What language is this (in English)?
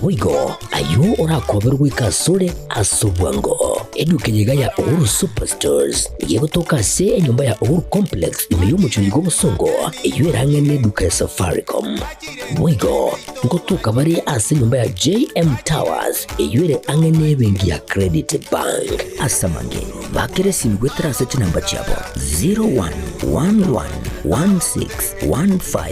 Gusii